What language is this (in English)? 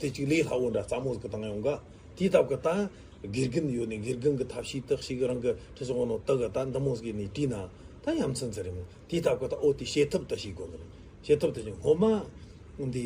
Tibetan